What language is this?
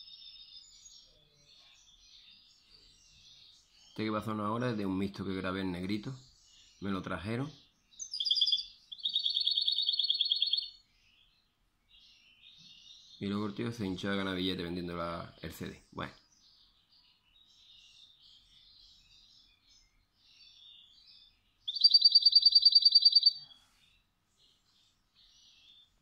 Spanish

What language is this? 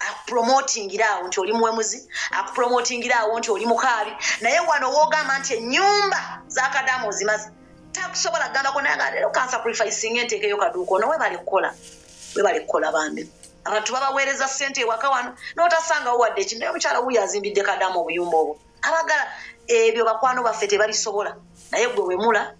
Ganda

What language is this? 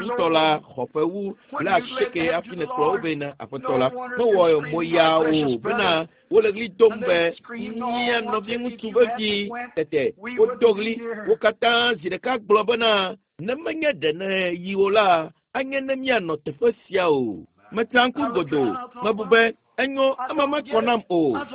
Ewe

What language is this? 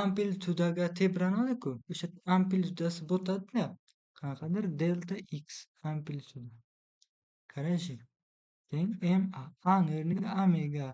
Uzbek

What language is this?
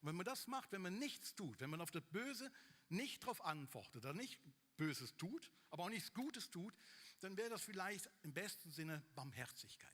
Swiss German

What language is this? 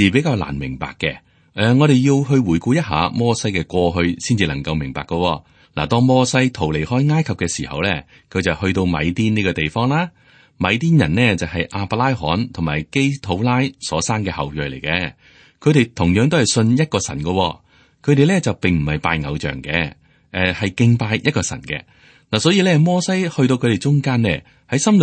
Cantonese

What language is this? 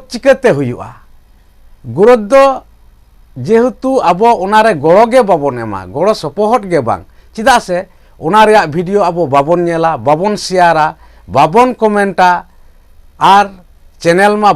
Santali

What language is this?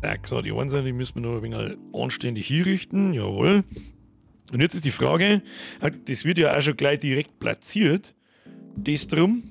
Bavarian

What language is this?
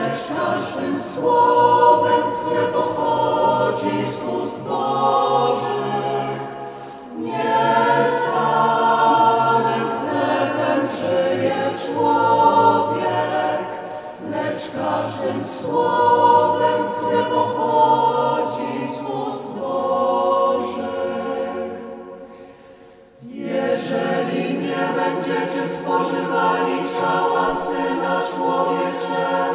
Polish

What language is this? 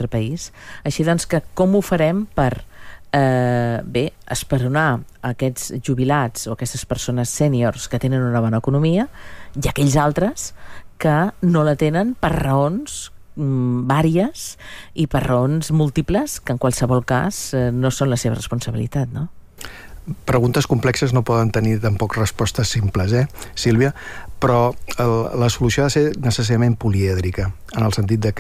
Catalan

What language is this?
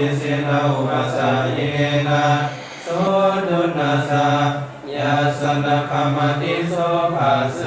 Pali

